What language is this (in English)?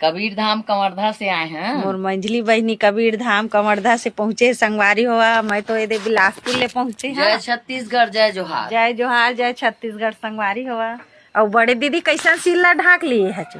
Chhattisgarhi